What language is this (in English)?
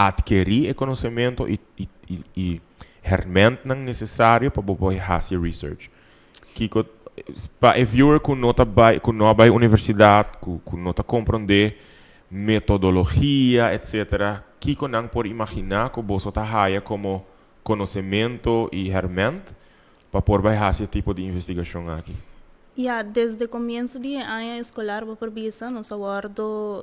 Papiamento